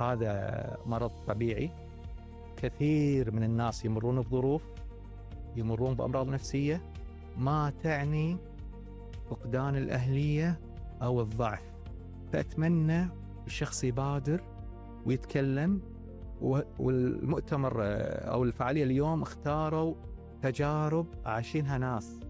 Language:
Arabic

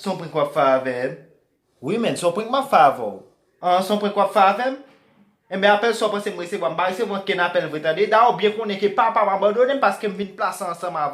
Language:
Haitian Creole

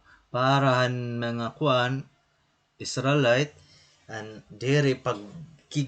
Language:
Waray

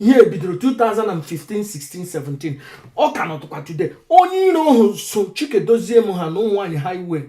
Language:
Igbo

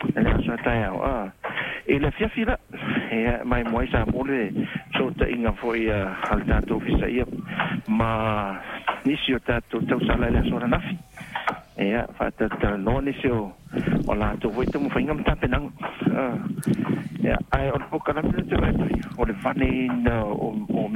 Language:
Samoan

